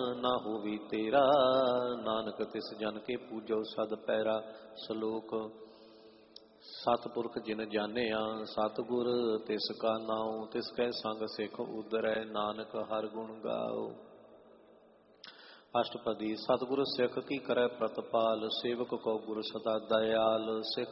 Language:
Punjabi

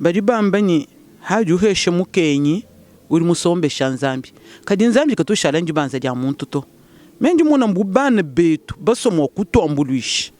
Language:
Luba-Lulua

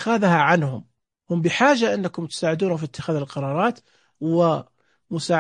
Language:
Najdi Arabic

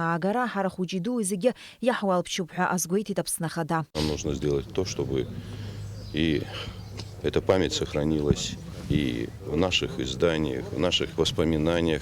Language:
Abkhazian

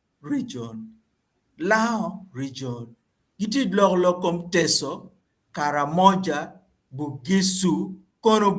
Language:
Acoli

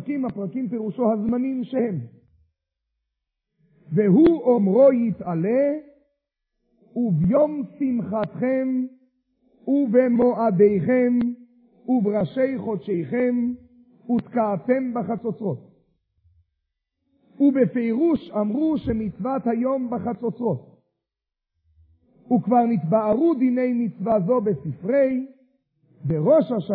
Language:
Hebrew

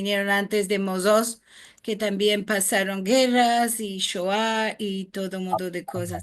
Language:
Ladino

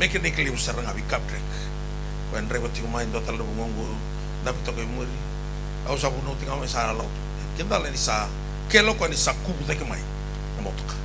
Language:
Fijian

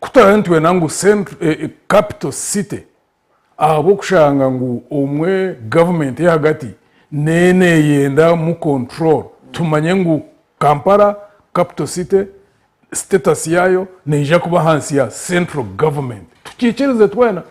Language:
Nyankole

